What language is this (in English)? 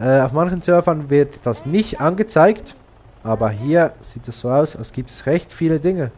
Swiss German